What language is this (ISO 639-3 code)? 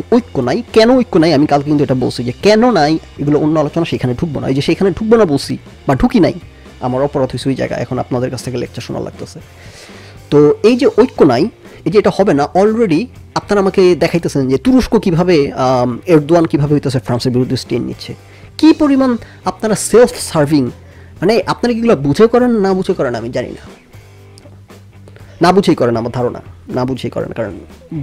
ben